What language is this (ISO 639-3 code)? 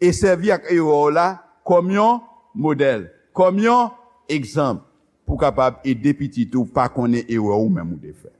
hat